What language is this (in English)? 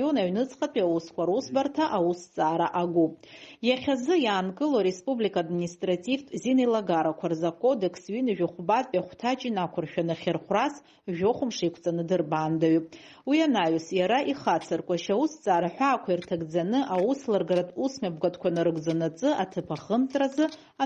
Abkhazian